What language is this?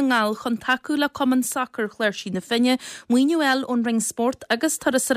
Irish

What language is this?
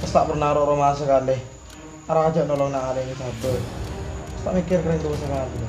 Madurese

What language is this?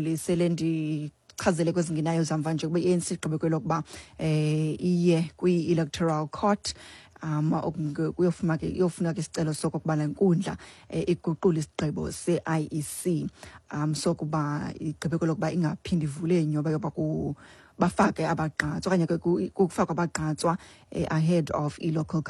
Xhosa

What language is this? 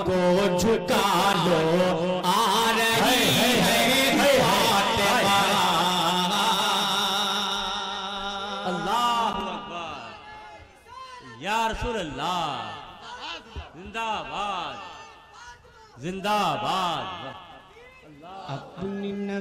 Hindi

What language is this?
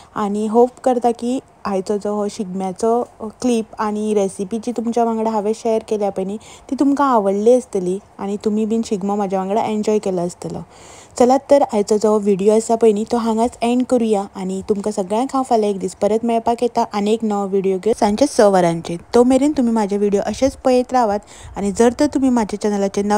Konkani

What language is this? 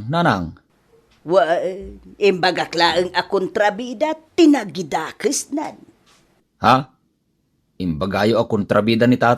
Iloko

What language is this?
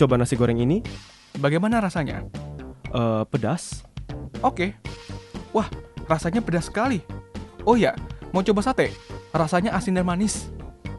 Indonesian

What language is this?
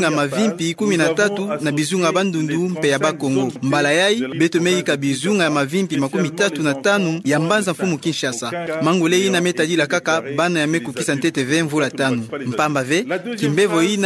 Kituba (Democratic Republic of Congo)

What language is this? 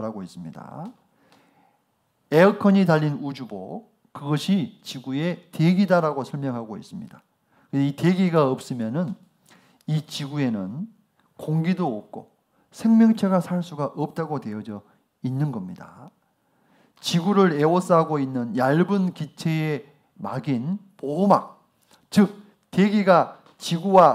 Korean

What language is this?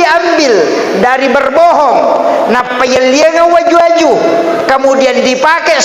Buginese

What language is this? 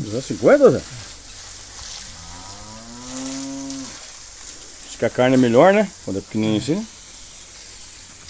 Portuguese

